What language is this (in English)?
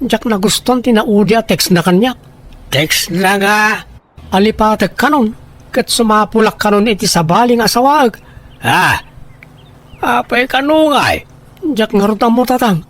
Iloko